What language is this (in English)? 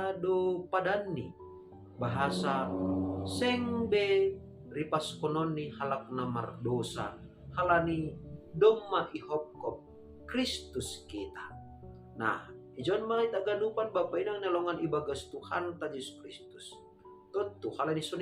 Batak Simalungun